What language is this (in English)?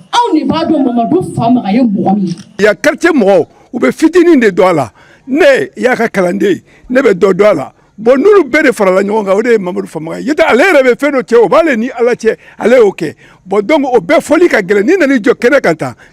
Bambara